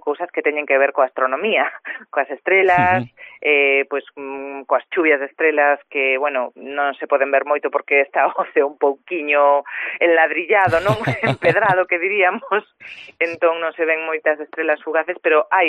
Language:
Galician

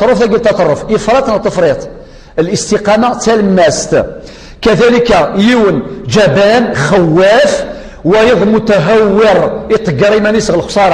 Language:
Kabyle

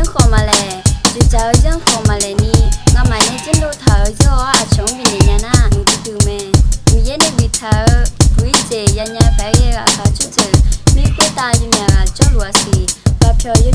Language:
Akha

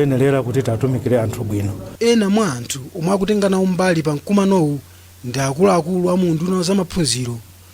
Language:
Nyanja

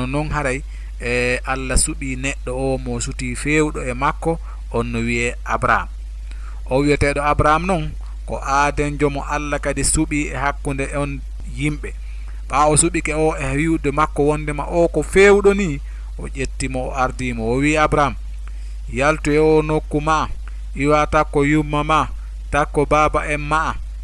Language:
Fula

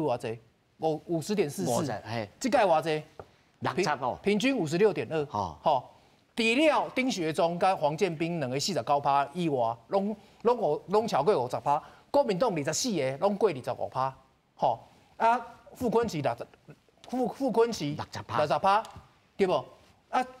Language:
Min Nan Chinese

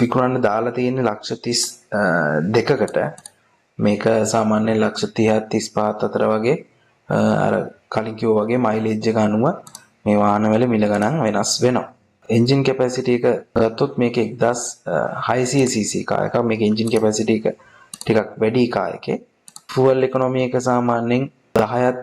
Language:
Sinhala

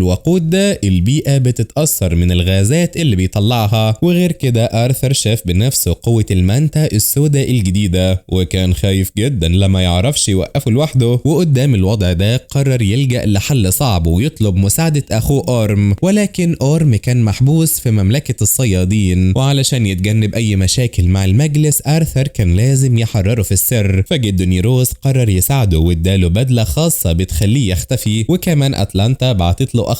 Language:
Egyptian Arabic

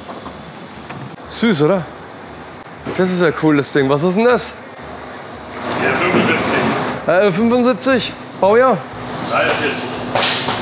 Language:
German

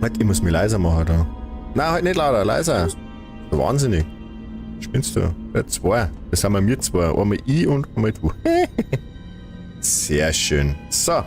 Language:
Bavarian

